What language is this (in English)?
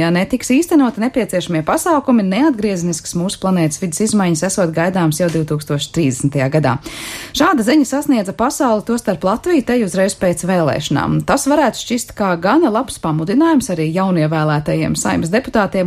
Latvian